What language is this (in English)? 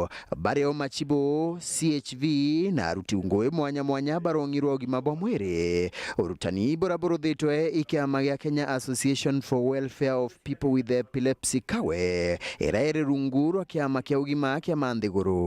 Meru